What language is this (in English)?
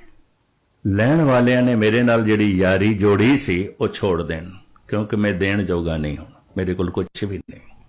Punjabi